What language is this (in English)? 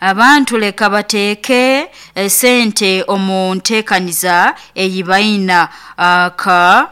Nyoro